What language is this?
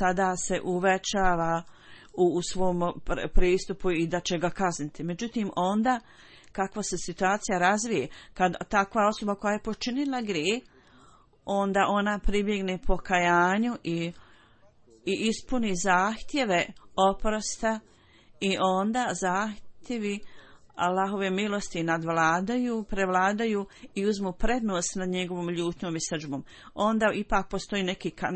Bosnian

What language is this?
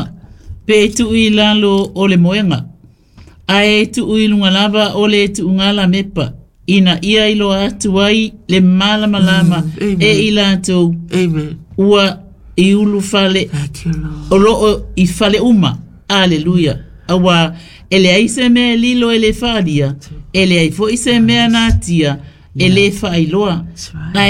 Samoan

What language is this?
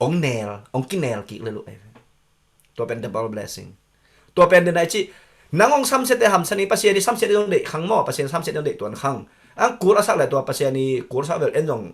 Tedim Chin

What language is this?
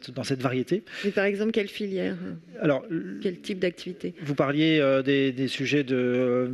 French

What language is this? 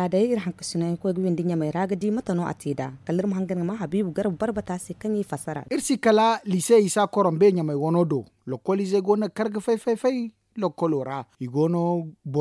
Zarma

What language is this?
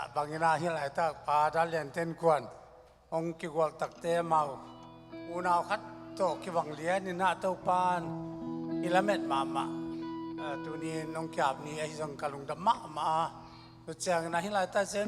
Tedim Chin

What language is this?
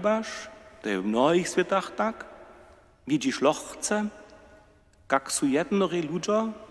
Upper Sorbian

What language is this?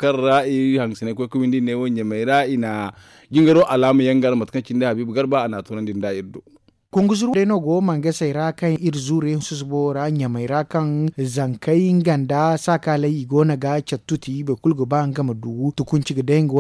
Zarma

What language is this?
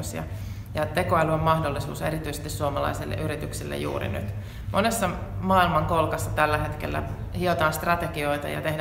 Finnish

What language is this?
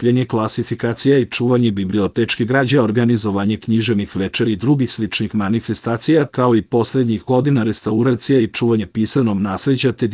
Serbian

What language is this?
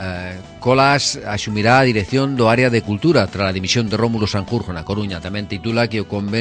Galician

